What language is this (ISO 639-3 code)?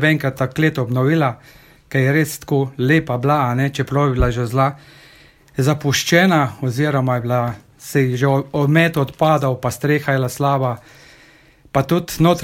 slv